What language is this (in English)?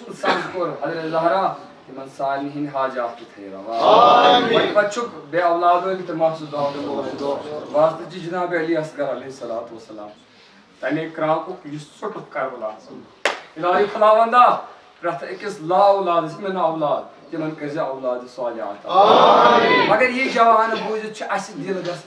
Kashmiri